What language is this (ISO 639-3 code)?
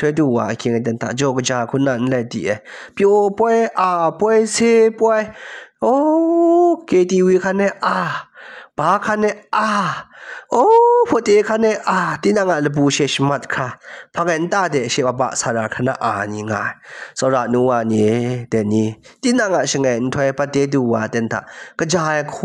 kac